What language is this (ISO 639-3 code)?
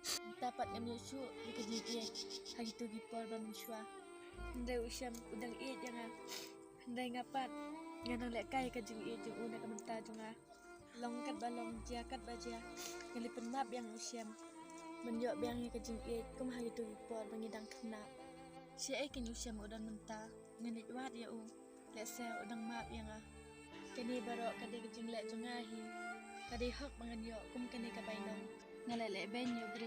kha